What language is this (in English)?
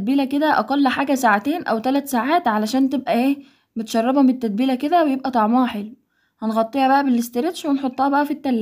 Egyptian Arabic